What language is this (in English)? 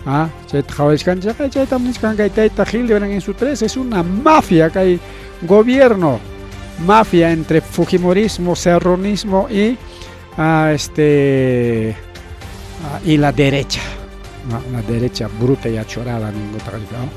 Ayacucho Quechua